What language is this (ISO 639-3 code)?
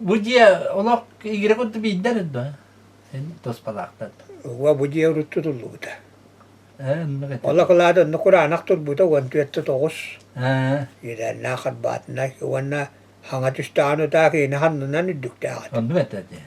sah